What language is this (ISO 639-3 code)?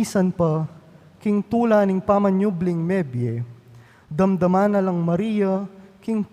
pam